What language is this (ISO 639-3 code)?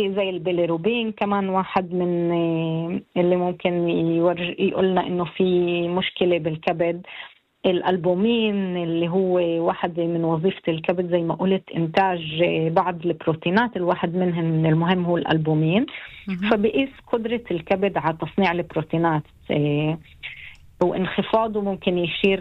apc